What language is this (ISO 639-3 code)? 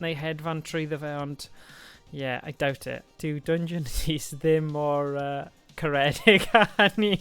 cym